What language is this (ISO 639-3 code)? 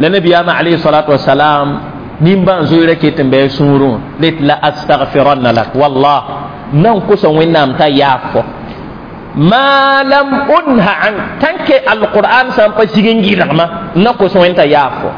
mos